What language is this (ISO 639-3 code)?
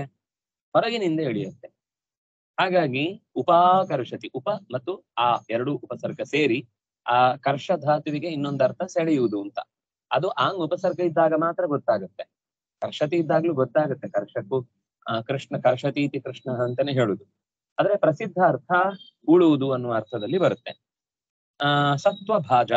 kan